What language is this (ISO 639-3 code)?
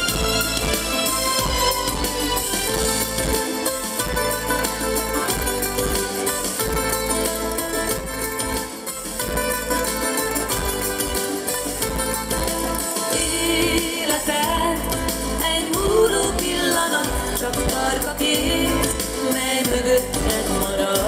hun